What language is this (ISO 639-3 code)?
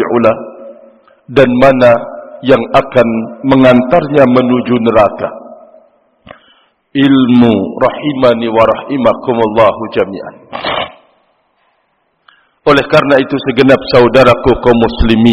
ind